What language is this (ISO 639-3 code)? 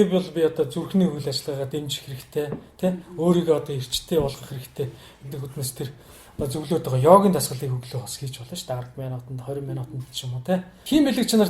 mon